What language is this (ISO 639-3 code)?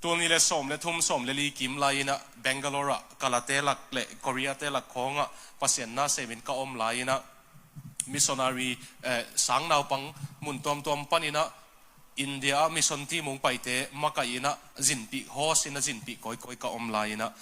ctd